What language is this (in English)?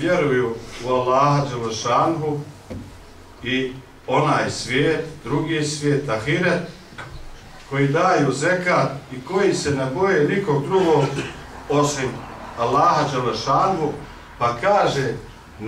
Bosnian